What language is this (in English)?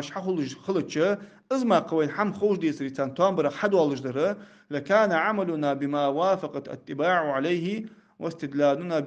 Ingush